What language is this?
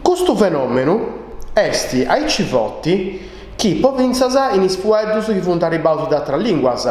Sardinian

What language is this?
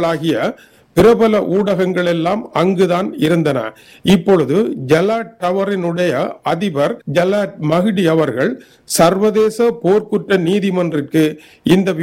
Tamil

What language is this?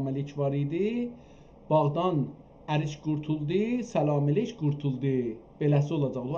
South Azerbaijani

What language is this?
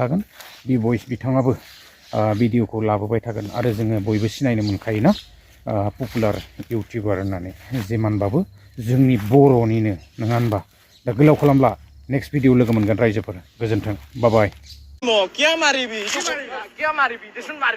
Bodo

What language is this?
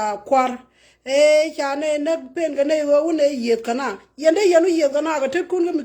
Nuer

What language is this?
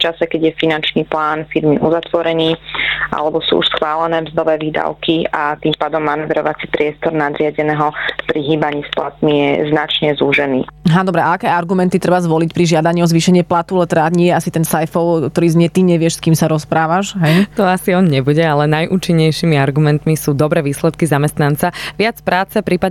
Slovak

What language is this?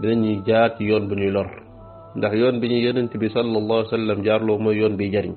Wolof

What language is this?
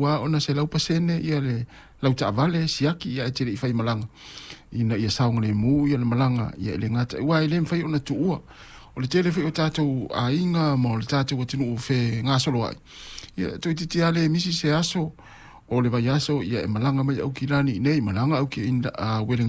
Samoan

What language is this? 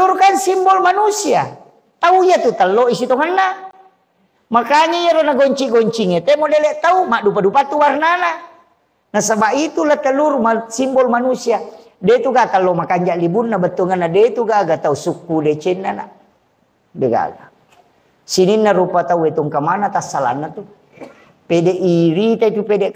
Buginese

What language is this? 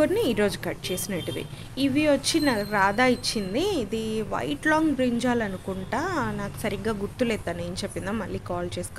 Telugu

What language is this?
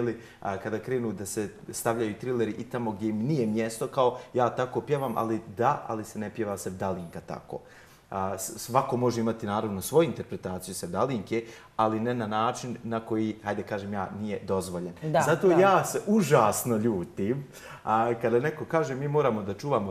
Bosnian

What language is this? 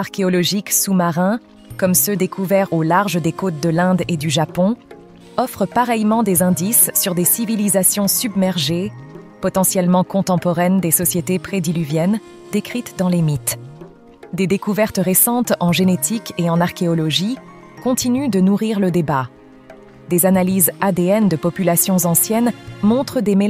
French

